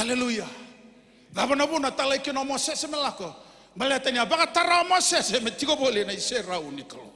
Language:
Fijian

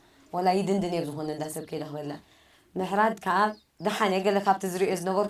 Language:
Tigrinya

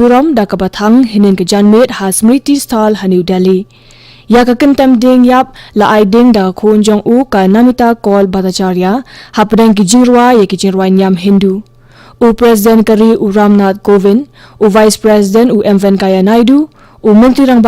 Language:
Khasi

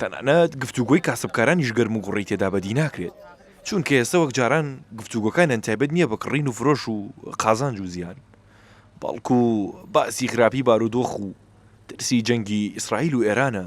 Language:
Central Kurdish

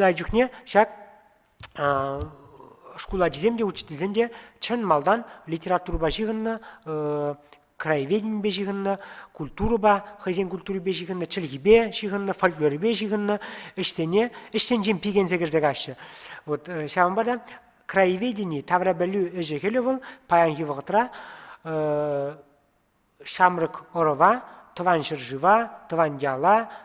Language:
Chuvash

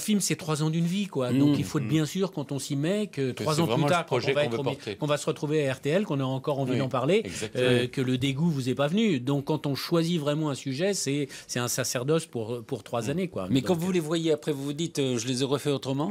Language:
French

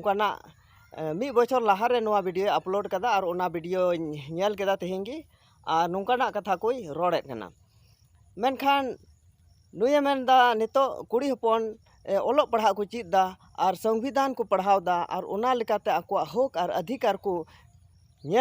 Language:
Santali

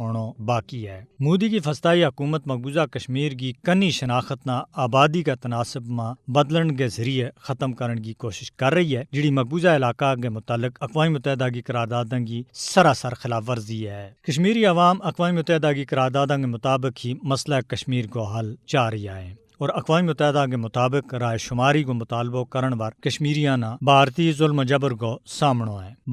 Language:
Gujari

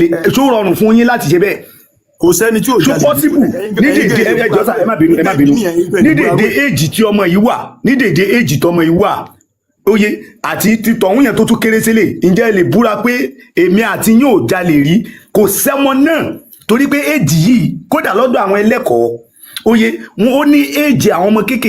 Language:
Yoruba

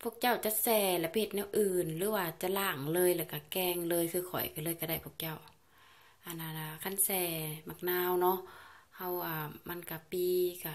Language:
Lao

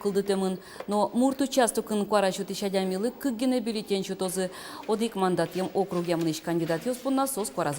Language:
Udmurt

